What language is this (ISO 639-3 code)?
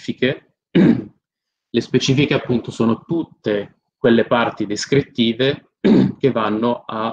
ita